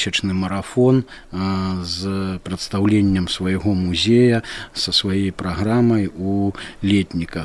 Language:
Belarusian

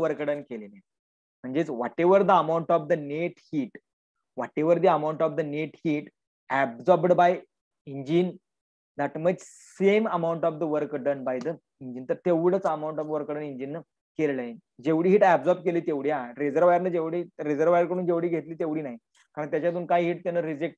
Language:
Marathi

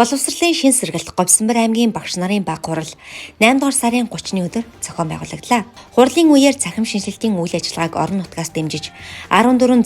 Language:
Mongolian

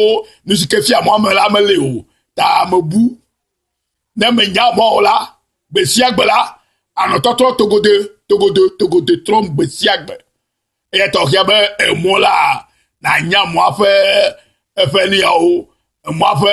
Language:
Ewe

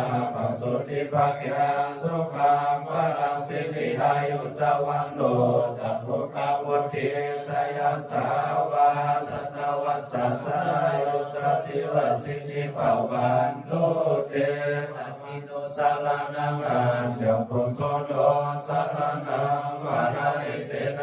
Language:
Pali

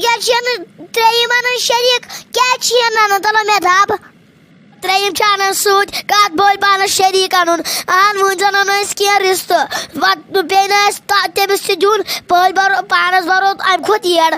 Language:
Kashmiri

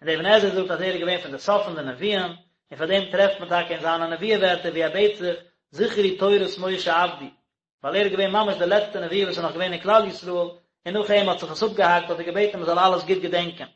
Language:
Yiddish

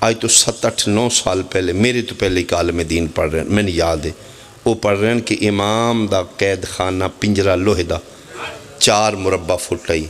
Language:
Pahari-Potwari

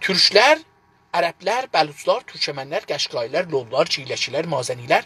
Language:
South Azerbaijani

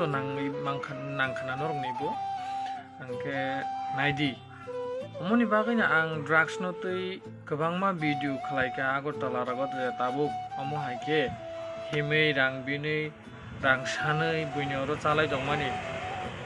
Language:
Kok Borok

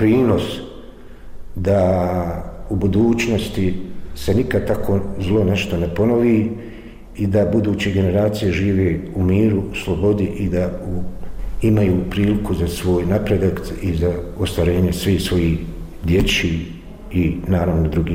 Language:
Bosnian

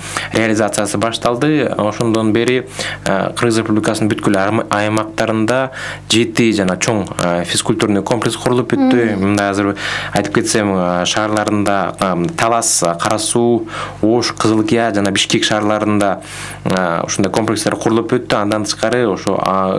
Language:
Kyrgyz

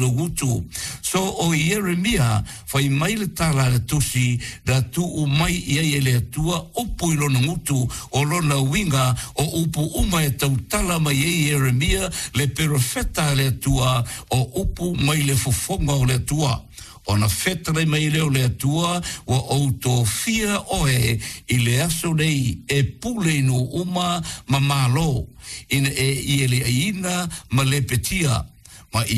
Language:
Samoan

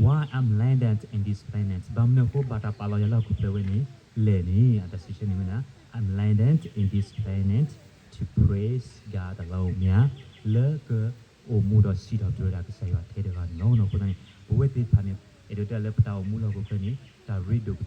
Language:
S'gaw Karen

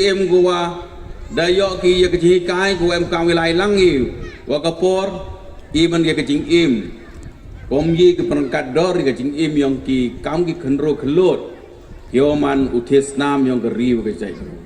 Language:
Pnar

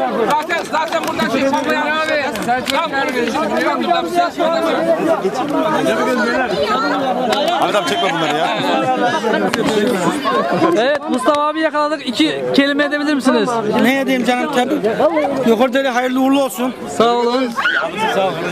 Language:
Turkish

